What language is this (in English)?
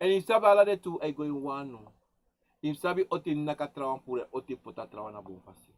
Sranan Tongo